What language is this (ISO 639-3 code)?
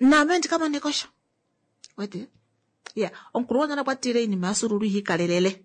kua